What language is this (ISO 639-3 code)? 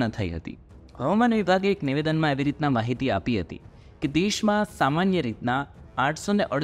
guj